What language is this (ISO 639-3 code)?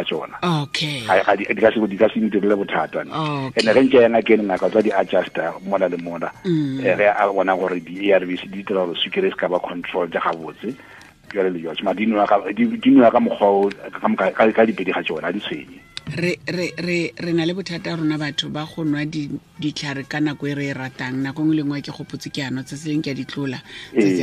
tsn